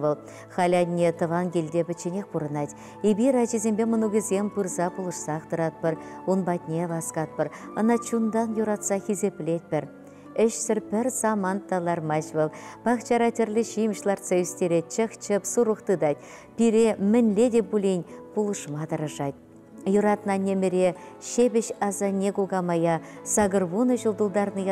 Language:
Chuvash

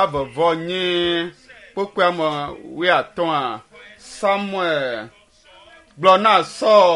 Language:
Ewe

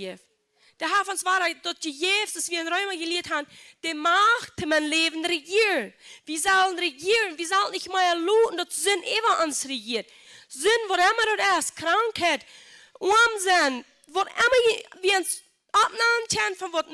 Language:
Plautdietsch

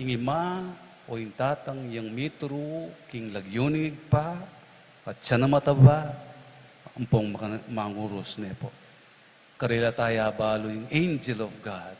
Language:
Pampanga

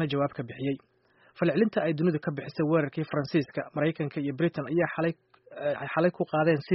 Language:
Somali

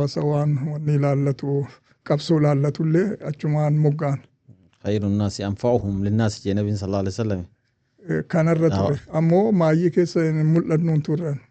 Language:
Oromo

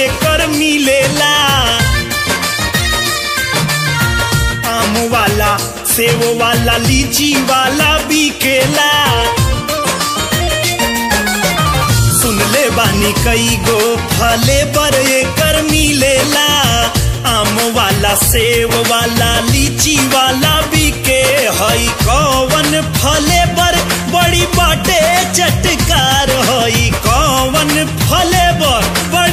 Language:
Bhojpuri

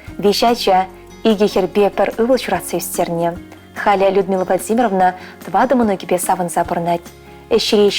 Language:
Chuvash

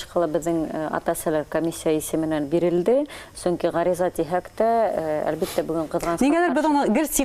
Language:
Bashkir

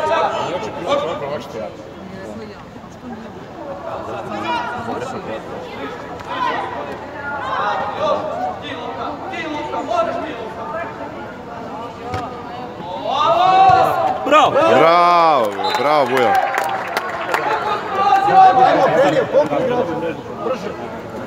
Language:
Serbian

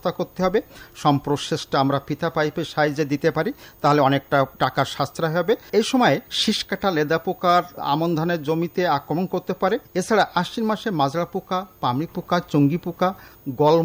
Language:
Bangla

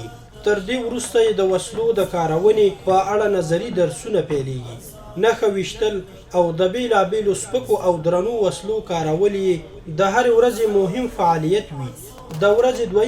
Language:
Pashto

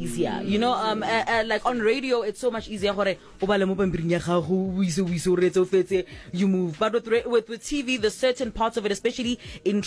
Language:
Southern Sotho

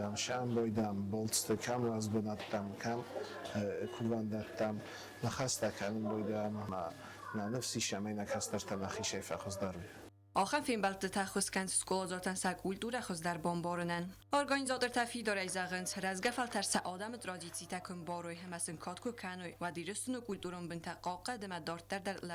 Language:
Ossetic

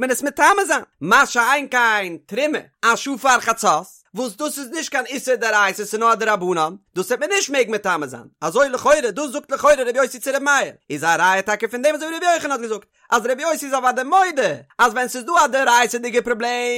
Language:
Yiddish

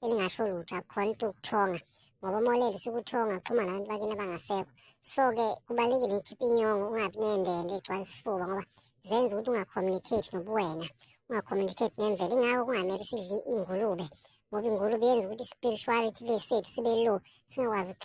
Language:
Zulu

